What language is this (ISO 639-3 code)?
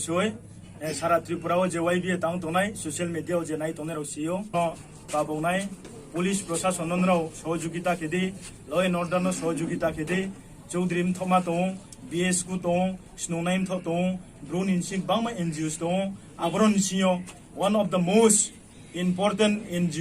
ria